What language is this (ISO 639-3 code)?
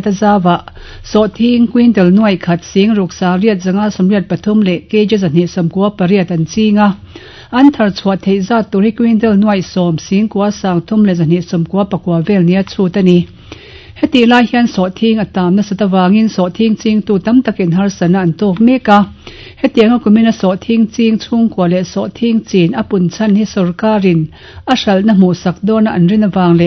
lus